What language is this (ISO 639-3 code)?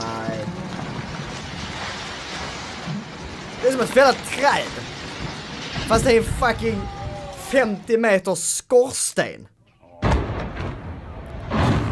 swe